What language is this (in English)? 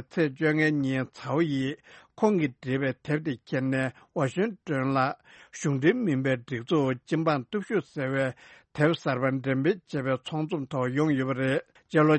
Tibetan